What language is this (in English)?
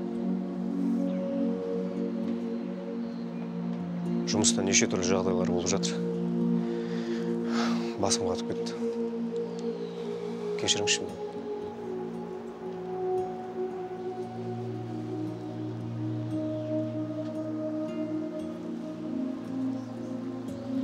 Kazakh